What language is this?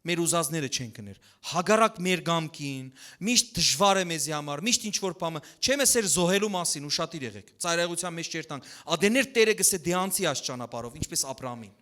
Western Armenian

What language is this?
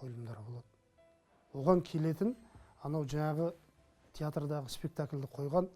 Kazakh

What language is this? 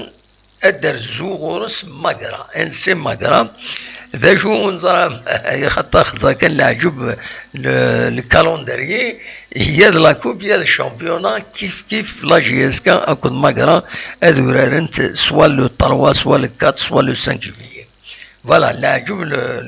Kabyle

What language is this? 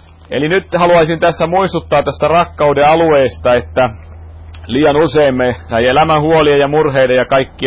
Finnish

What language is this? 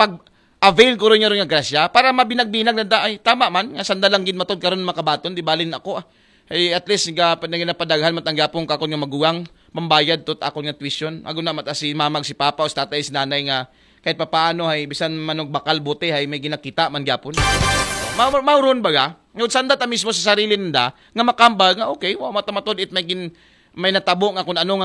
Aklanon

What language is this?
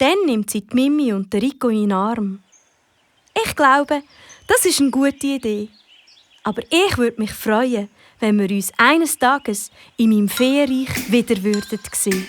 Swiss German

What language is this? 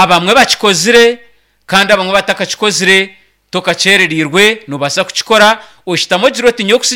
Nyankole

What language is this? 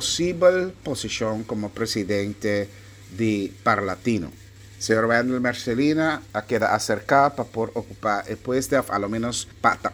Papiamento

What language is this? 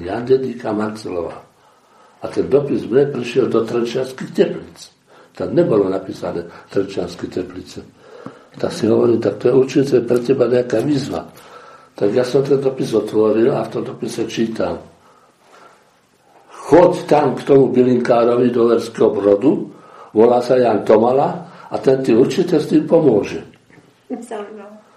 Slovak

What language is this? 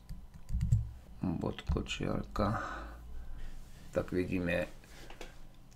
Slovak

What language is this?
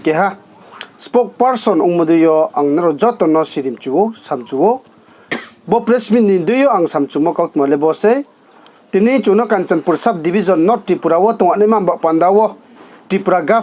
Riang (India)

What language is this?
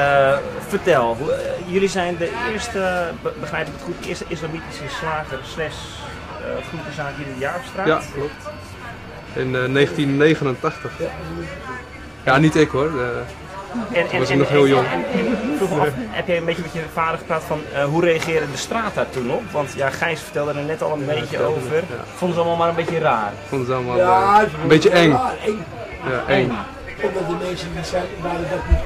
Dutch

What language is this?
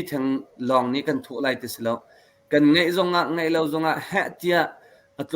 Hakha Chin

